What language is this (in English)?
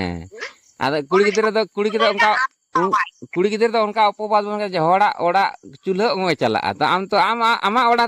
Santali